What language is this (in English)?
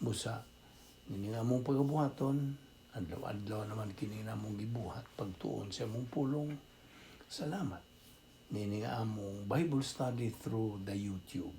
Cebuano